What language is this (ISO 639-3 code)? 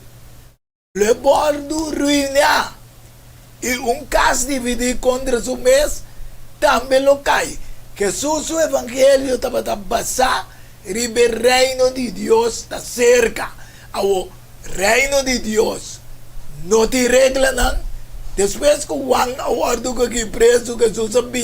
pap